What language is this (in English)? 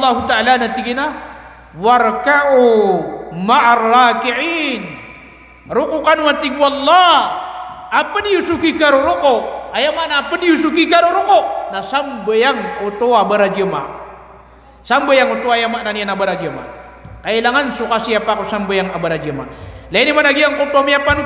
Maranao